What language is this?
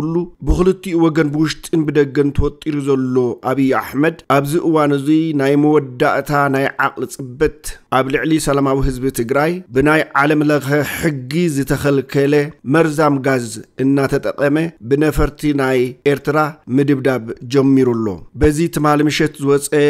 Tigrinya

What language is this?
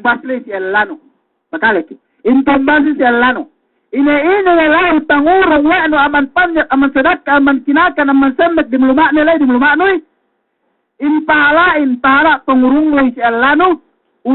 Yakan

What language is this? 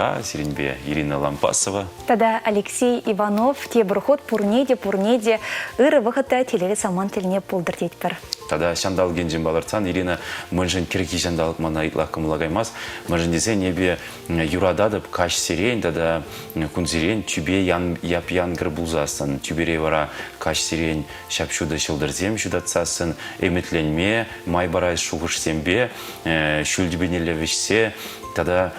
Chuvash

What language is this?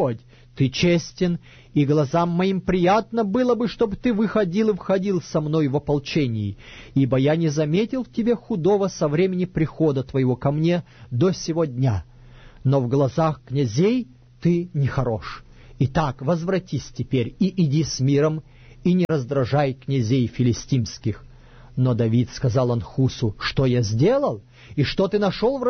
Russian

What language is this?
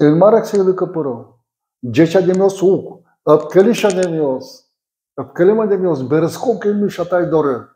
Udmurt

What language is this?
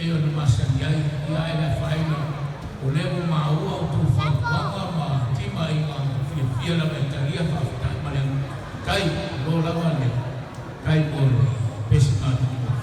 Samoan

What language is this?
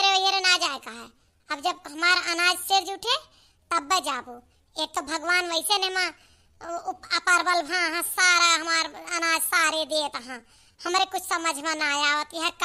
Awadhi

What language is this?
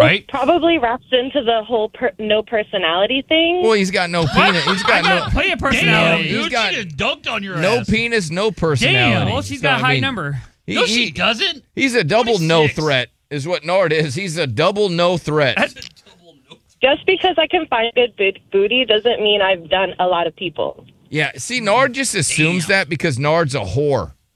English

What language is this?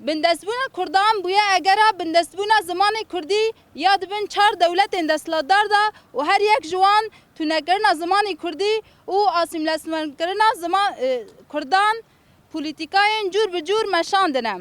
Kurdish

